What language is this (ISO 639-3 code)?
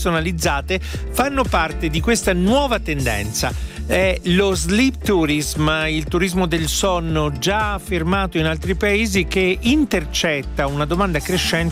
ita